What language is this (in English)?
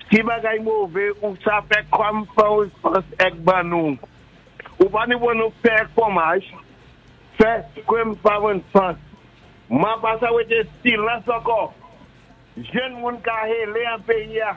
Saint Lucian Creole French